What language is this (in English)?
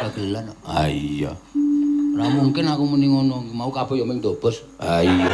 Javanese